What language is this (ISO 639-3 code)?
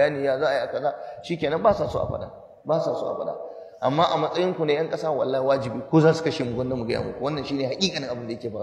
hau